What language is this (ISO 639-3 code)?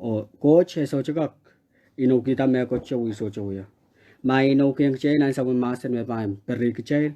pon